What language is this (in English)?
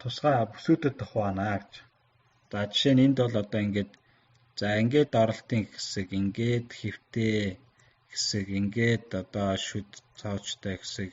Mongolian